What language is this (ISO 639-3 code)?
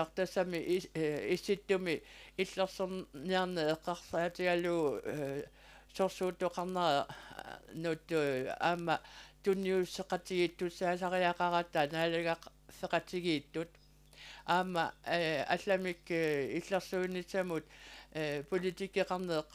kal